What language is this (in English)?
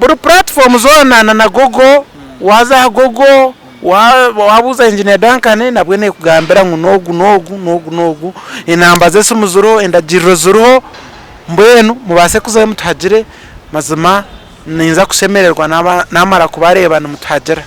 Nyankole